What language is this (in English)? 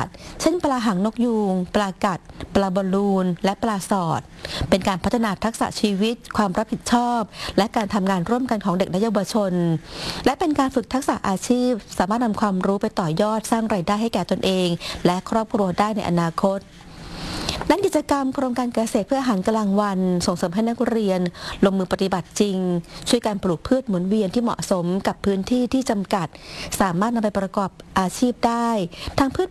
Thai